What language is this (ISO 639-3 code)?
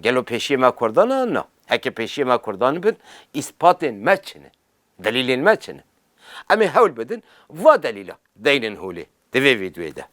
kur